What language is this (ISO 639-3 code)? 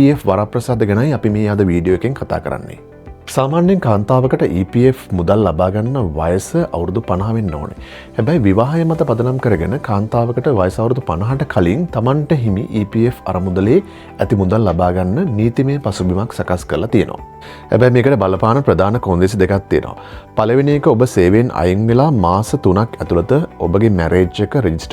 sin